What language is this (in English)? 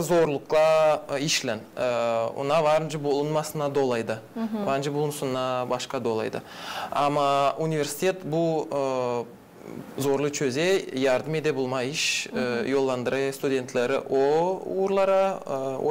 Gagauz